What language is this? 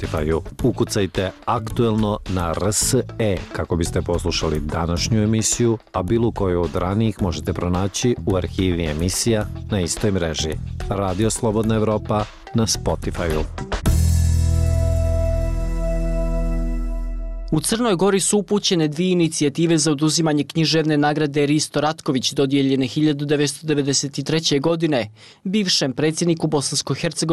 Bosnian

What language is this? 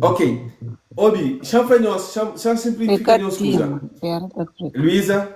Kabuverdianu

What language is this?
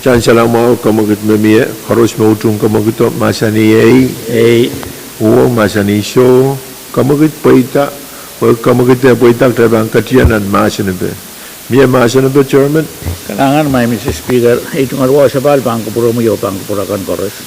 Pohnpeian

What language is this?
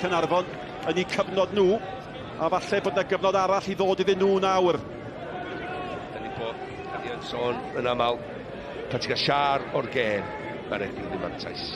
Welsh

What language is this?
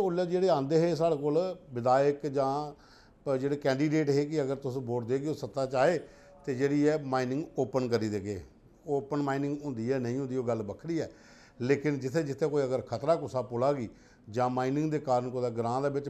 Dogri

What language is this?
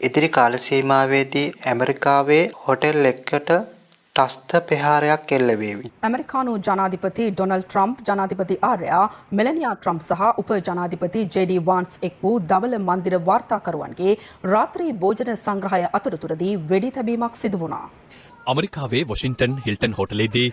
Sinhala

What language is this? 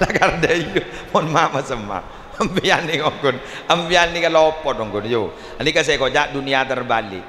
Madurese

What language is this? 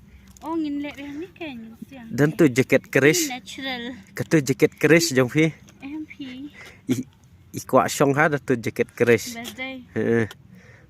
Khasi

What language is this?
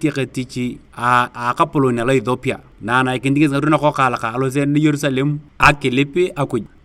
Turkana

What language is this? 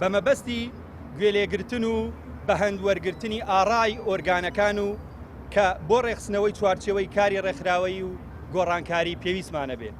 Central Kurdish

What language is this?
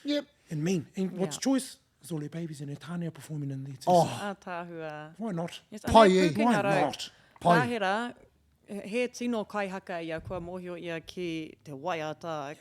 Māori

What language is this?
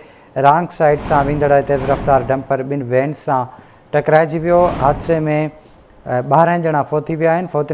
Sindhi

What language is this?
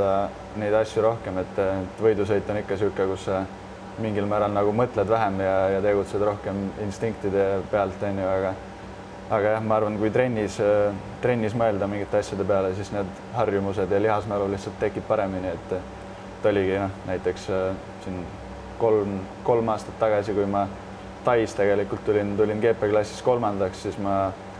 Estonian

